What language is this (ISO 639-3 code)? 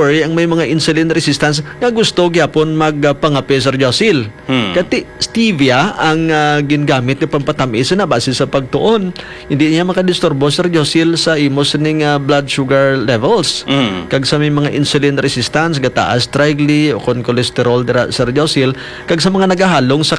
hil